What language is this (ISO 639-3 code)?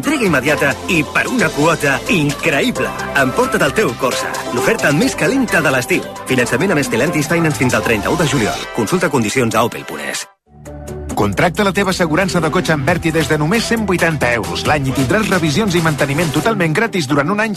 cat